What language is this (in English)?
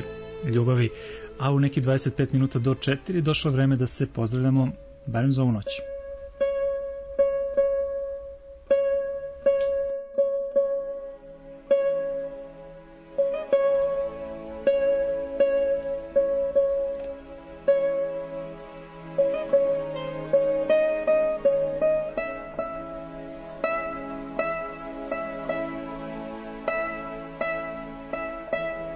Serbian